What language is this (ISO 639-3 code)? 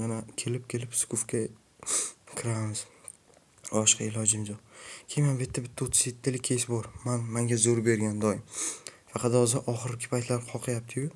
uzb